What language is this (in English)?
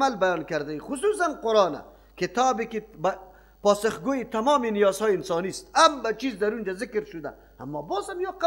Persian